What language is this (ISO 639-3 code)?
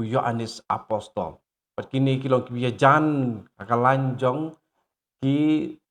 kha